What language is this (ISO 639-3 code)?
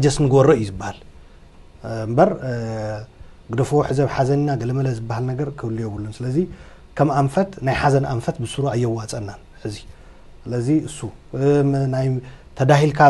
tir